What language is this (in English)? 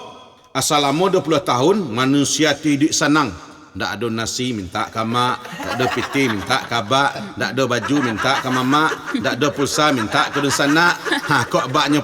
Minangkabau